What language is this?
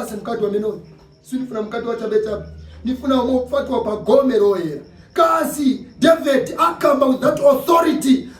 Nyanja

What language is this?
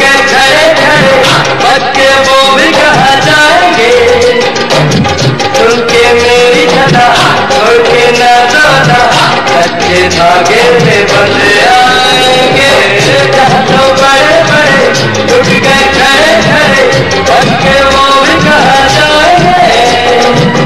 Kinyarwanda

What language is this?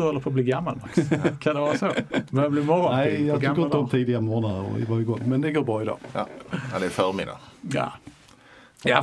Swedish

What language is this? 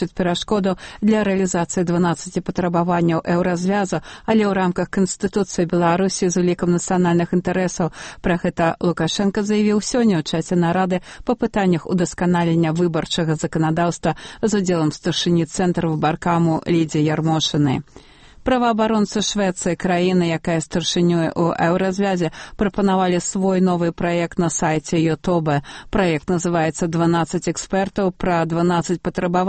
Belarusian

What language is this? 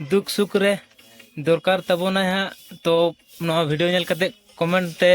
Santali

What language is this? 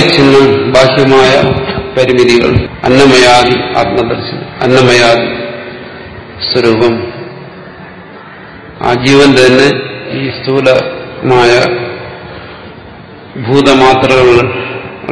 Malayalam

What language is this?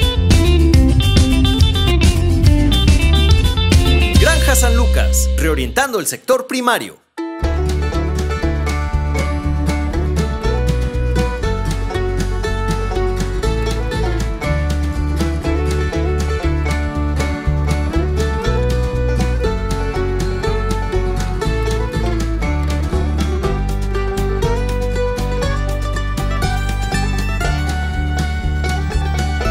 Spanish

